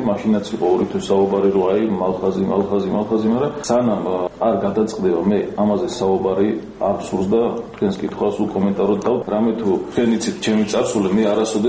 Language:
Georgian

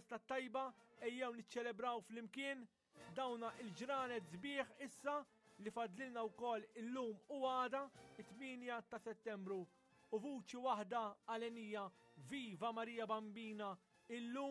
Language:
Maltese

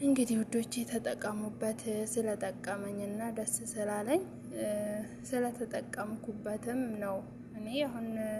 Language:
Amharic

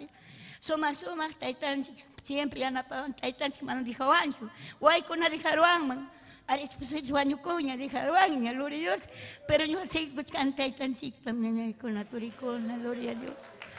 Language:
Ayacucho Quechua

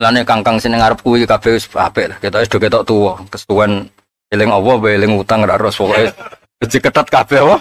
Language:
Javanese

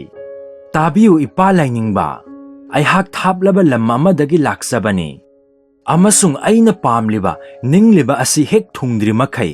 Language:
Manipuri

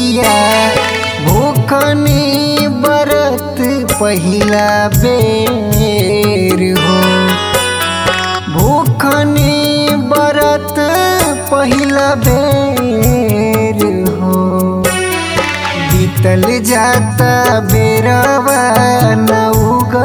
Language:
Bhojpuri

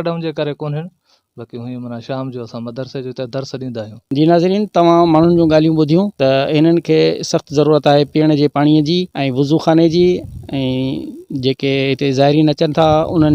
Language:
Sindhi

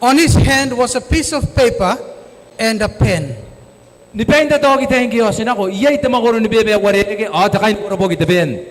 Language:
Gilbertese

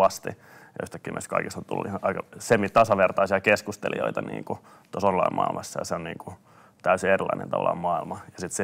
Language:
Finnish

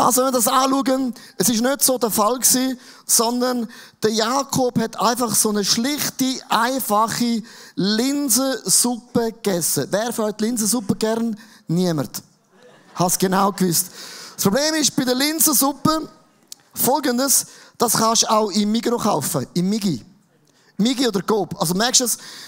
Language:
Swiss German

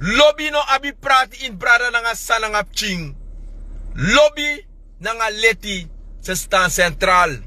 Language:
Sranan Tongo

